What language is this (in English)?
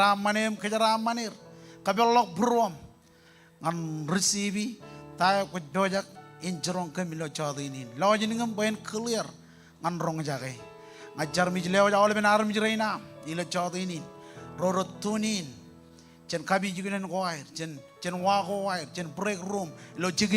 Marshallese